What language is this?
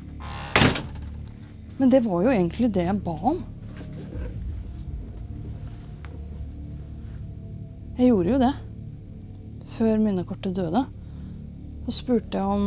Norwegian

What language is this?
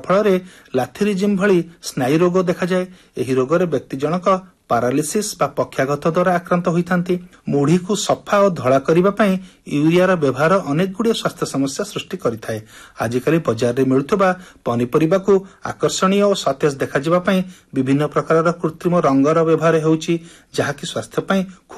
Odia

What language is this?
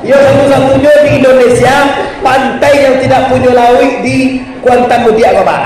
Minangkabau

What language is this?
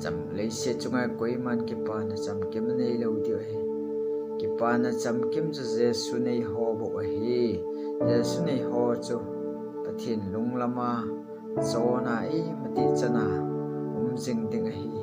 Thado Chin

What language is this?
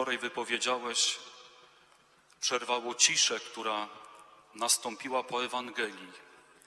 Polish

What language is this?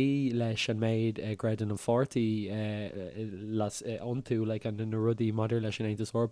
Irish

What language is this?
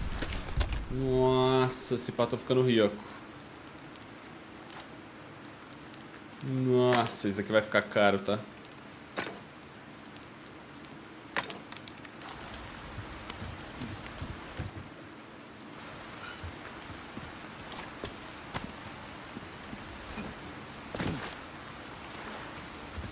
Portuguese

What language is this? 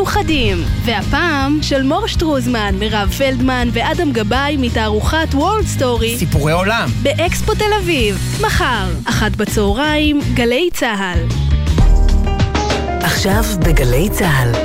Hebrew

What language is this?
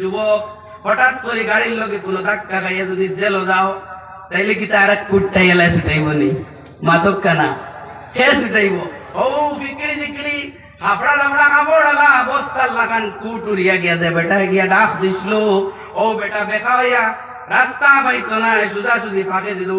Sylheti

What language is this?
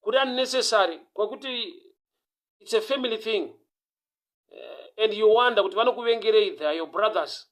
Shona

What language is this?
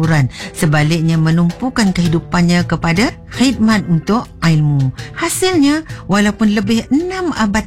Malay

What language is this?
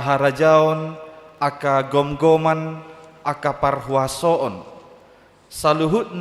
Batak Toba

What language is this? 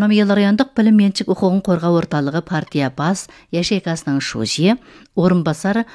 Kazakh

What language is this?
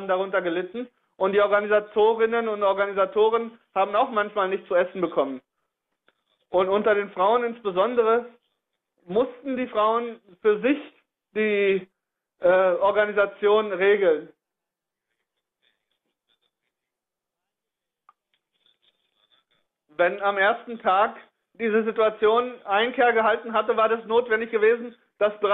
German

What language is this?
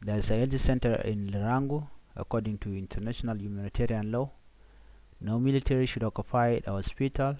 Nuer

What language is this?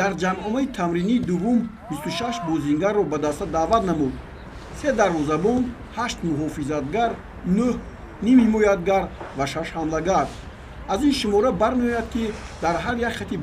Tajik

